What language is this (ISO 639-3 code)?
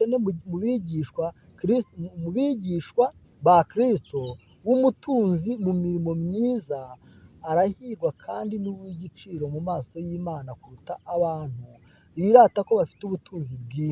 kin